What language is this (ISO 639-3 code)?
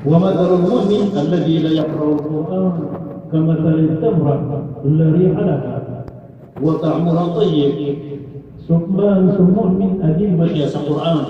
mrw